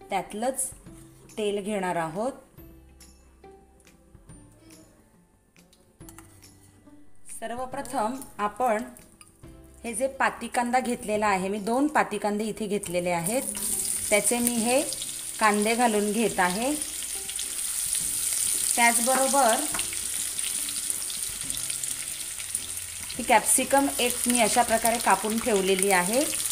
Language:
Marathi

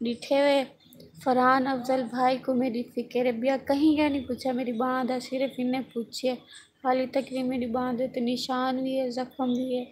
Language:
Saraiki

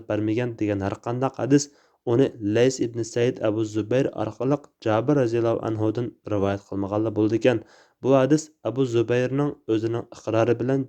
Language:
Uyghur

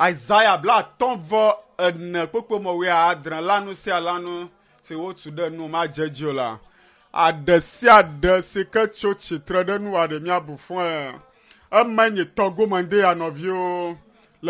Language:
Ewe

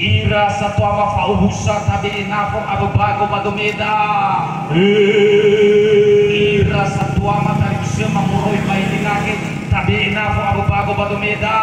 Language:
Nias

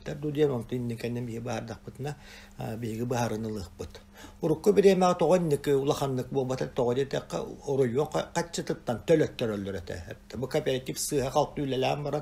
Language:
Yakut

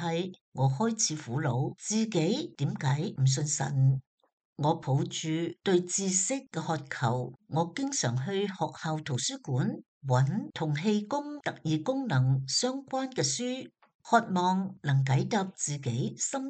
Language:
Cantonese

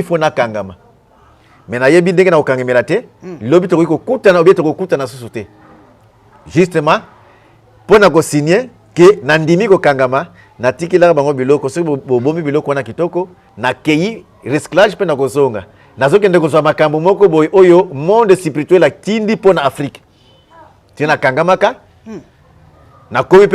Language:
Lingala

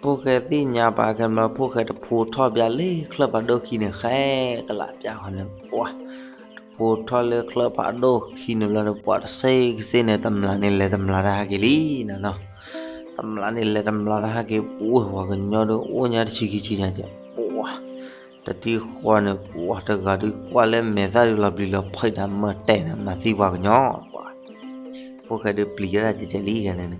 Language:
S'gaw Karen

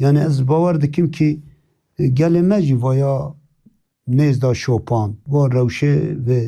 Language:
Kurdish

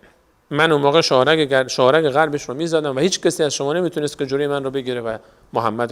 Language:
Persian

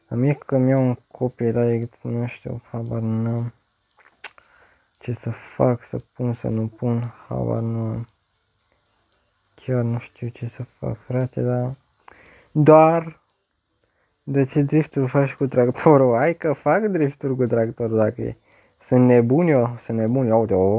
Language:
Romanian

